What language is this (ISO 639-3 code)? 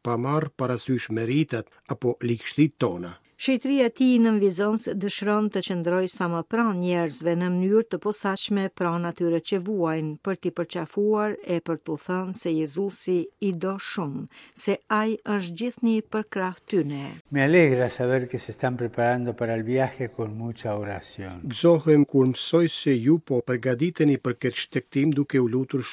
sqi